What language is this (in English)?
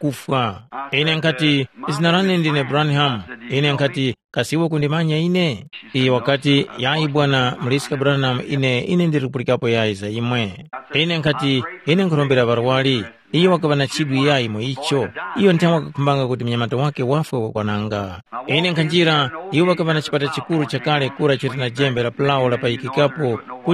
Tumbuka